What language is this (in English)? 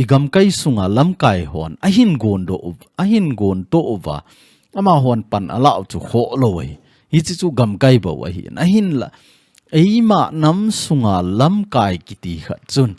Thado Chin